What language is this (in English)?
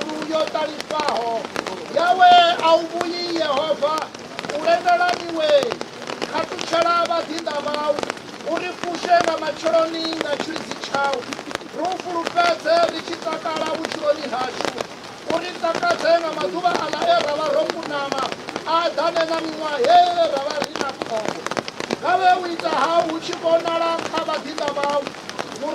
Venda